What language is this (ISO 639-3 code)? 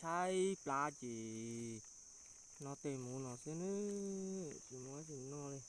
hmn